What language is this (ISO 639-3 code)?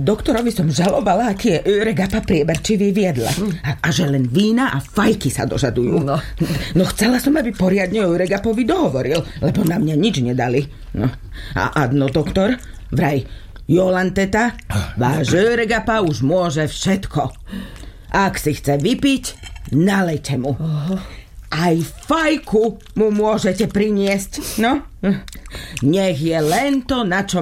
slk